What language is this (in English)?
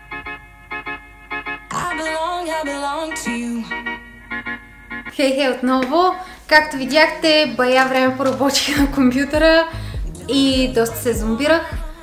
Bulgarian